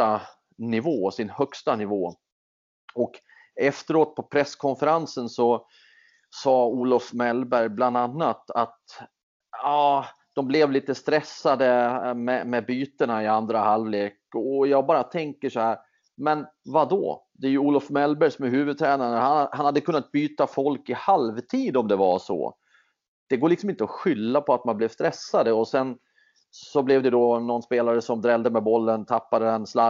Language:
Swedish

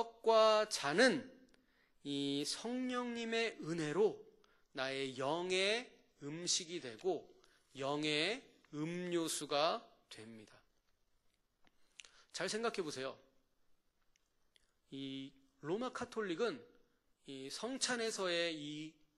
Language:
Korean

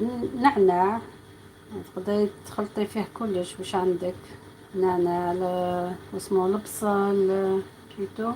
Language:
Algerian Arabic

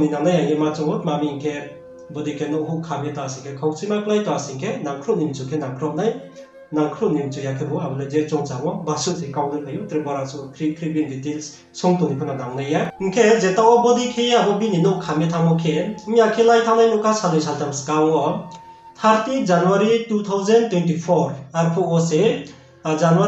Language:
Riang (India)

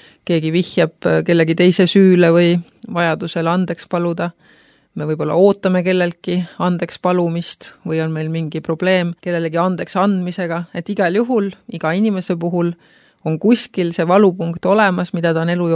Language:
Estonian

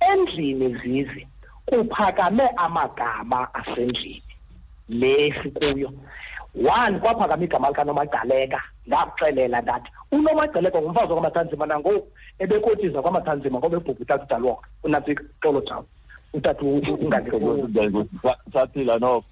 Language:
Xhosa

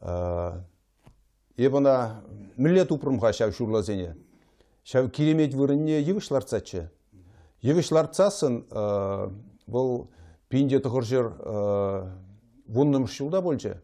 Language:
Chuvash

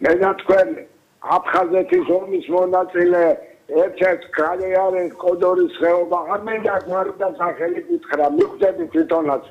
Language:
Georgian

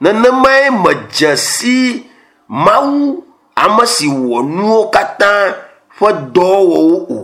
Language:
Ewe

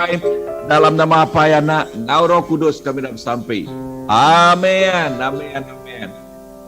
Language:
Iban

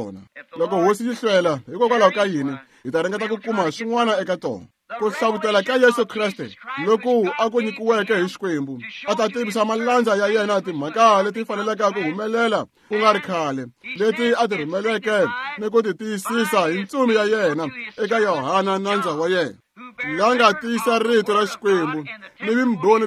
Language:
Tsonga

